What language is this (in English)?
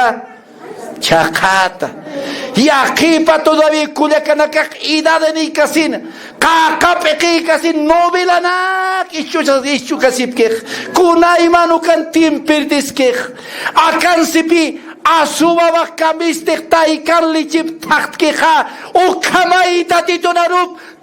Aymara